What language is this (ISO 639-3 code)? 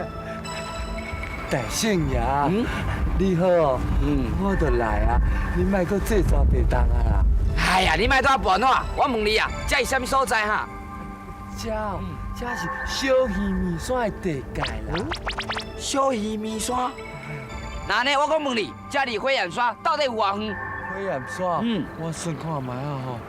nan